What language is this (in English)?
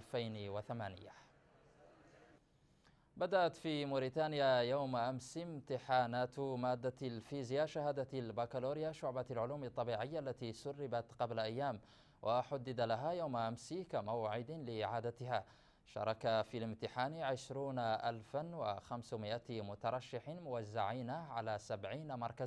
Arabic